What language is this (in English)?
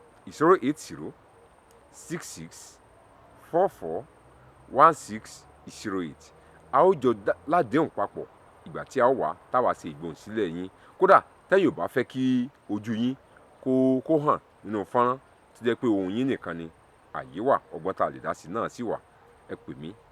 Yoruba